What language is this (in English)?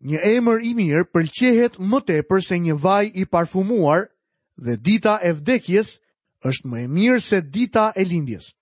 Albanian